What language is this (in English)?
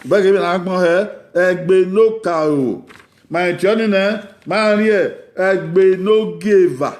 Bini